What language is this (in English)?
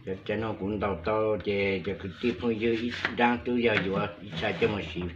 Hmong